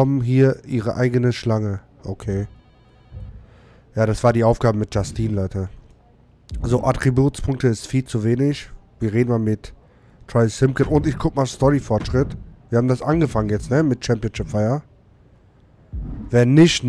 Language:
German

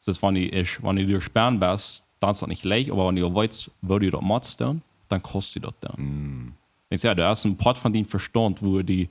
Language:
Plautdietsch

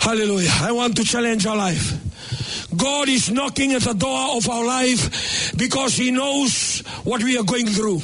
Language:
Fijian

